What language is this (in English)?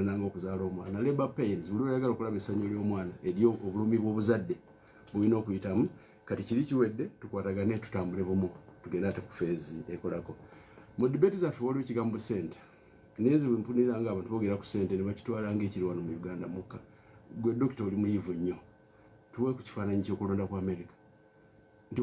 Ganda